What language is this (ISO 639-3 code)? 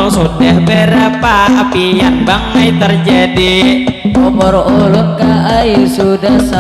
bjn